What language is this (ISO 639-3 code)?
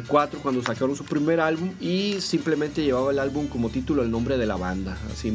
spa